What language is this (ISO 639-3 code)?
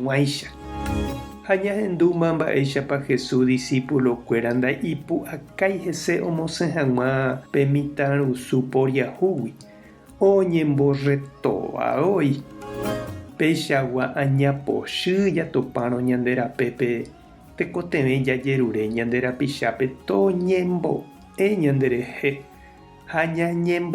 grn